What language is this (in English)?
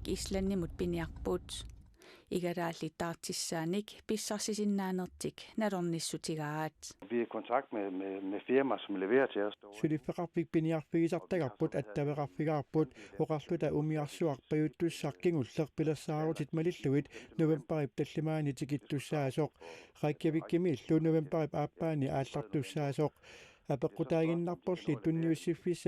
Kalaallisut